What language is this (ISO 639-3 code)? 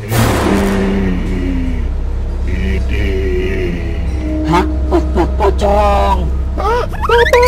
bew